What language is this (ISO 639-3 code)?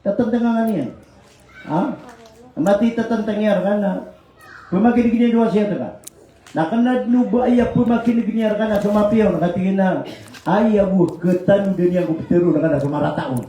mrw